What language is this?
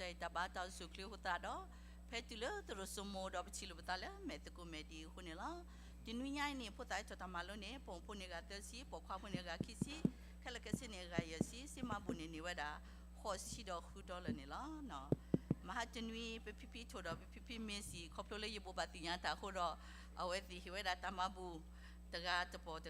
S'gaw Karen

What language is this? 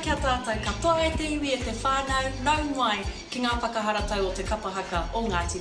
Māori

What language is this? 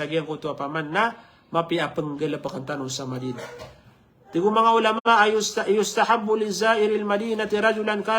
Maranao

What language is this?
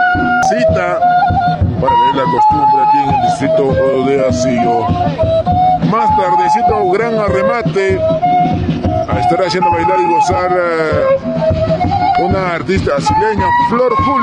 Spanish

